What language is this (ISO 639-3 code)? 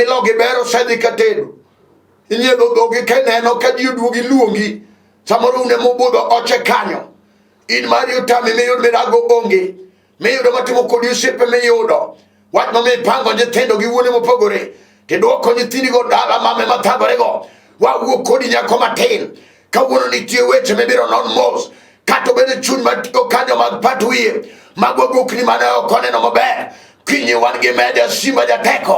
luo